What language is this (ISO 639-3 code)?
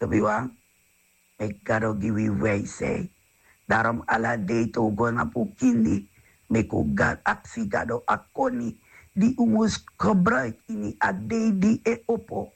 srn